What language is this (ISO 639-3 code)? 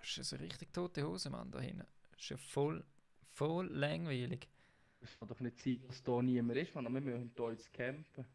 gsw